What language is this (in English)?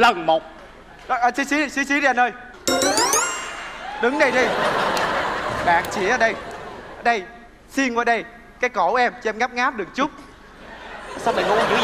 Vietnamese